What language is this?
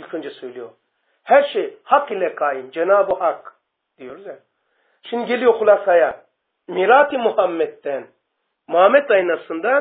Turkish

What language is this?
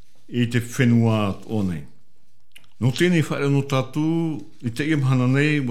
Tahitian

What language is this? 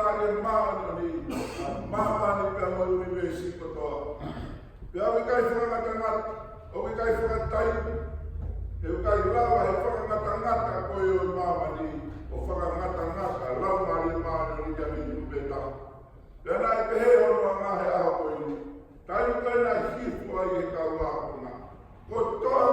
Tongan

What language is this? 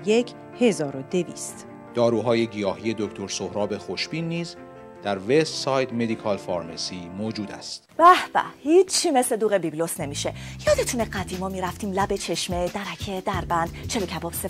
Persian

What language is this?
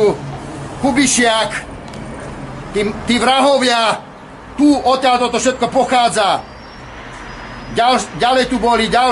Slovak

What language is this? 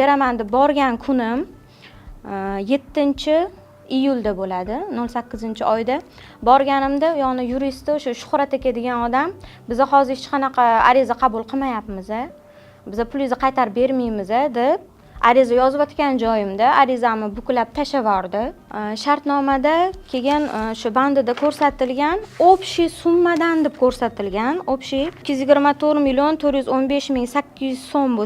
Uzbek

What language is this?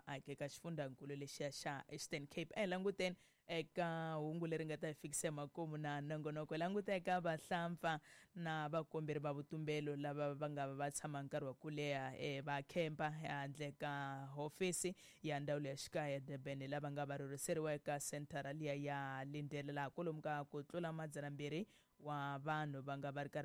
Tsonga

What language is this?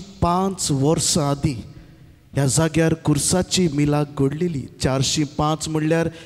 Konkani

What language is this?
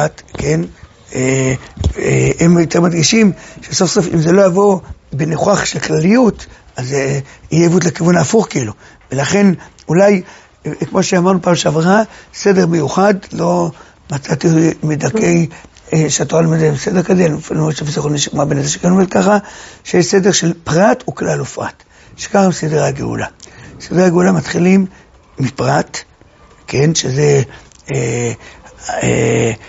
Hebrew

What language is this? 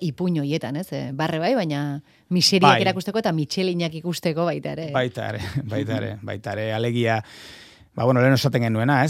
Basque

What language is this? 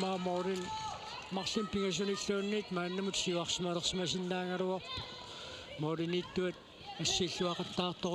Kalaallisut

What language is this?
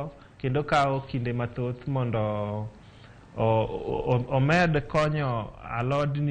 Luo (Kenya and Tanzania)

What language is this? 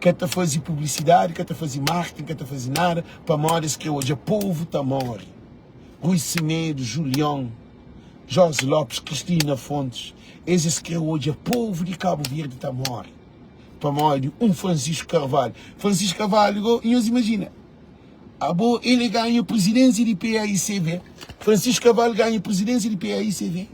Kabuverdianu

